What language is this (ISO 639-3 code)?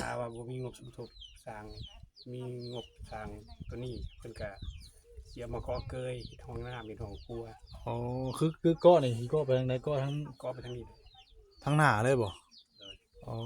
tts